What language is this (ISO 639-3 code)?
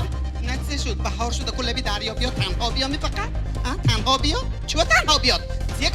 tgk